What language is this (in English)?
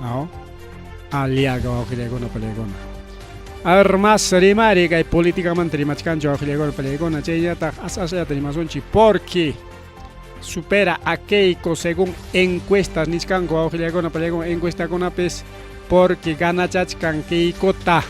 Ayacucho Quechua